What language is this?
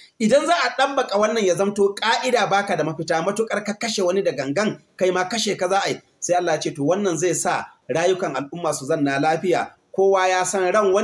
Hausa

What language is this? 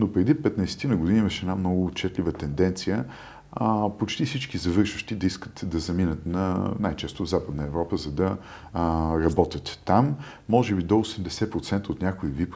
Bulgarian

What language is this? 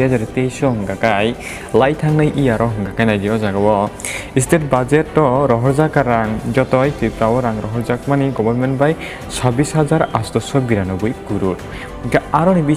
Kok Borok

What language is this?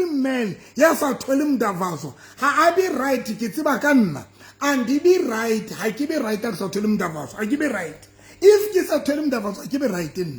Southern Sotho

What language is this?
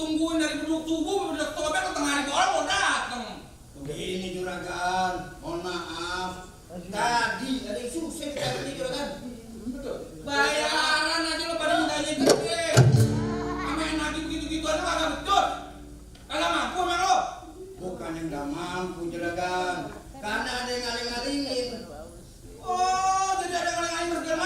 Betawi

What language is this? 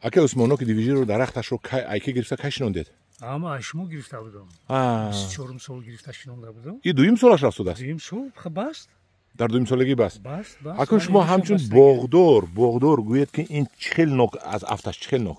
Tajik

